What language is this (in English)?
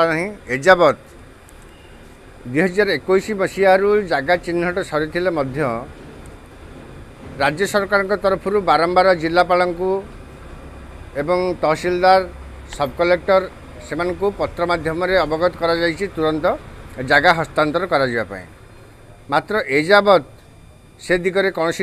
Odia